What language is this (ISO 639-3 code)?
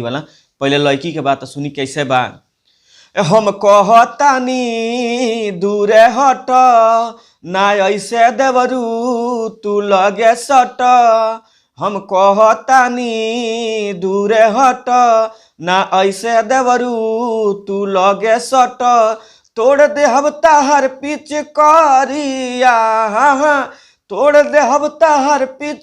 bho